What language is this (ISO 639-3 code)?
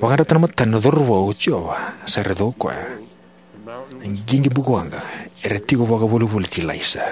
fij